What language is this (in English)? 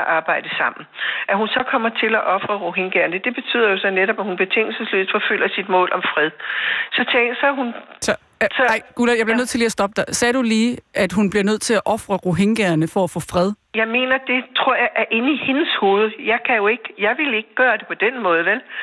Danish